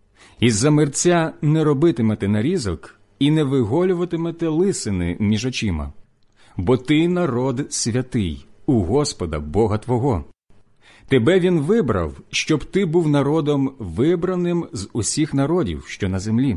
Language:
Ukrainian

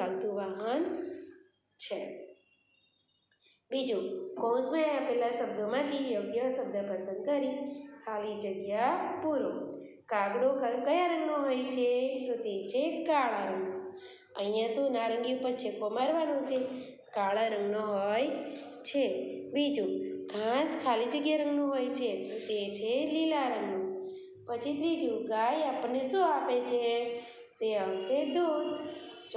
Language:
Gujarati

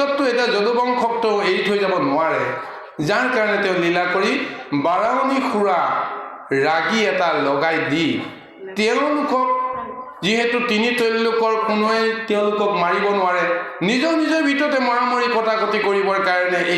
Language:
Assamese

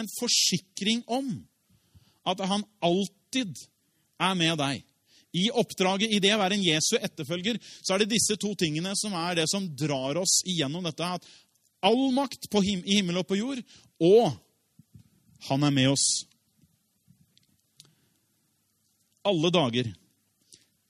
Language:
Norwegian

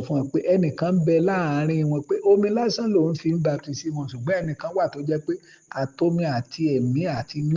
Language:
Yoruba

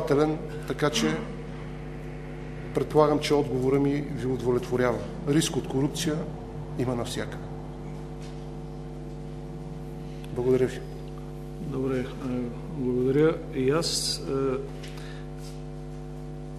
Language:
Bulgarian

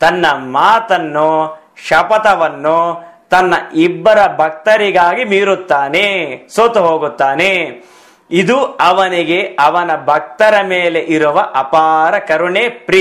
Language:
Kannada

